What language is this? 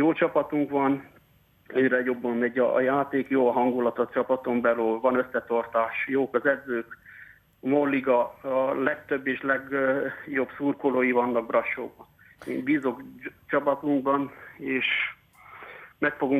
Hungarian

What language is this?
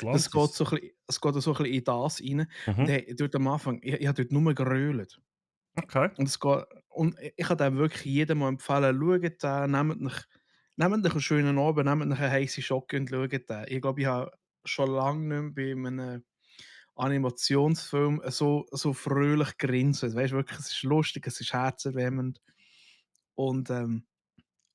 Swiss German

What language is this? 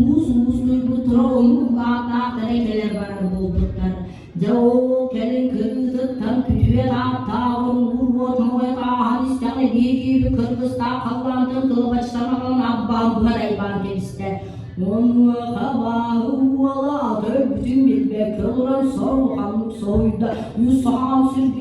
Yakut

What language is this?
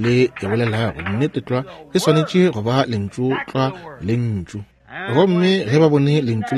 Northern Sotho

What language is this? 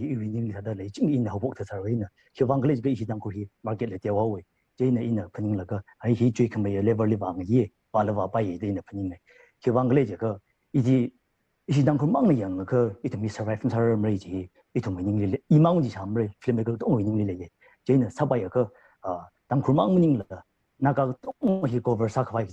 Tangkhul Naga (India)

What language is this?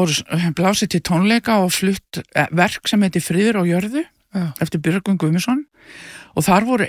Icelandic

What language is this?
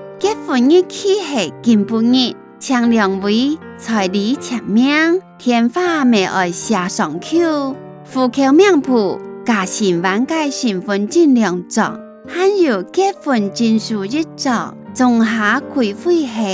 Hakka Chinese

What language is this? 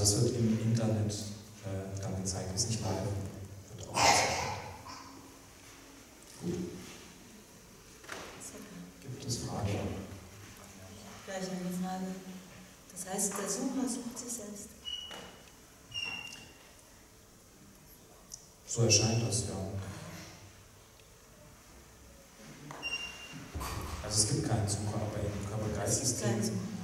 German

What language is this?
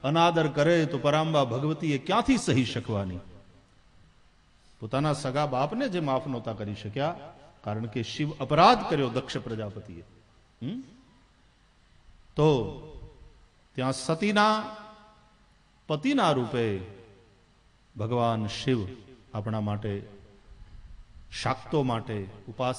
Gujarati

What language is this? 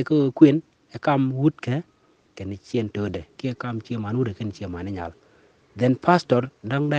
Nuer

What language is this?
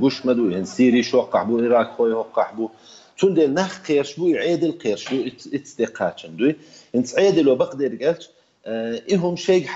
Chechen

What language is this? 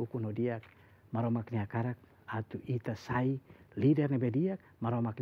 Tetum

